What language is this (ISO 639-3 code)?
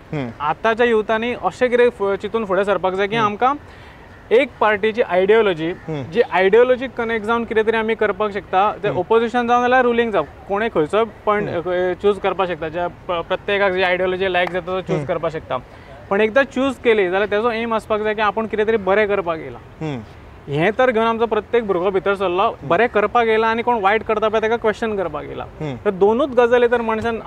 kok